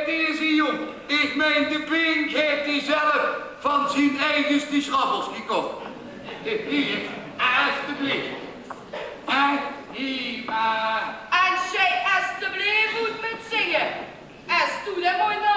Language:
Limburgish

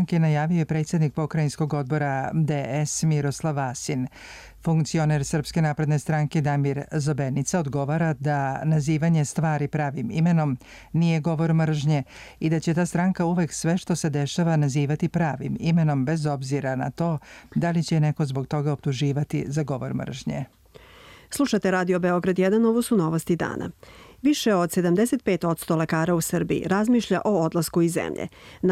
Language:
Serbian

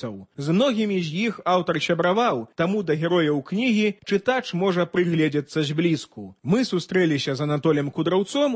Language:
Belarusian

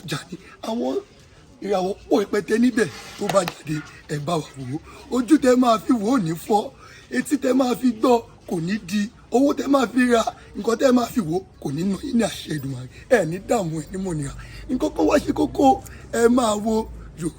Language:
Yoruba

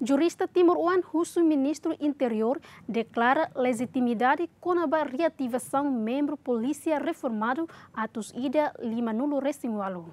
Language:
Tetum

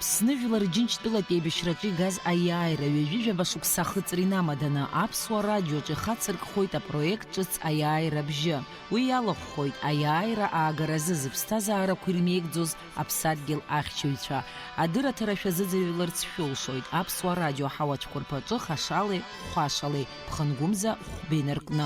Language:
Abkhazian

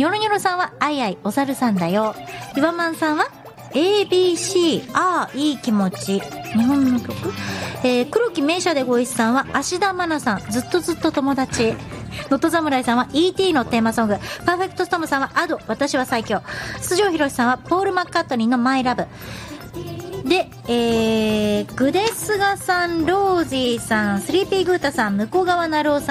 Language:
Japanese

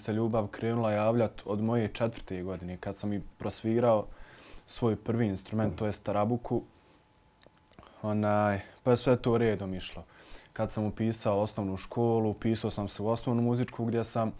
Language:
Bosnian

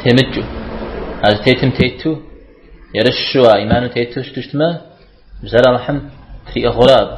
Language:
Kabardian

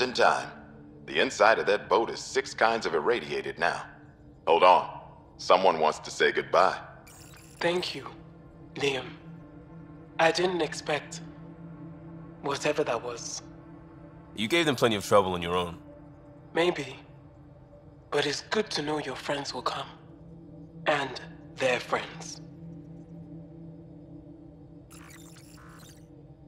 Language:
English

